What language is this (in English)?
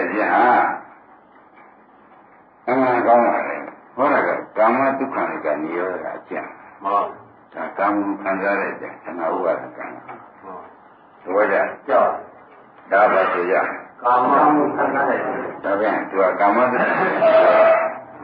Burmese